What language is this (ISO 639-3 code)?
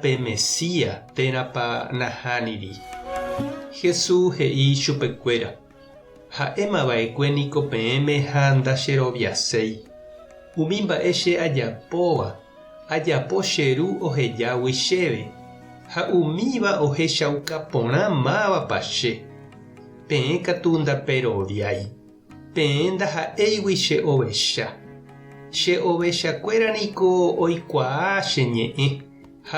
grn